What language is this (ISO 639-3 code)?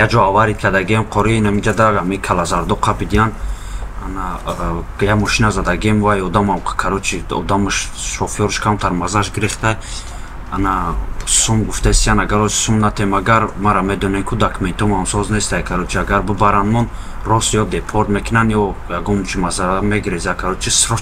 tgk